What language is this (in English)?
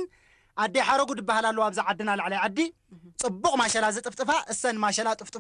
Tigrinya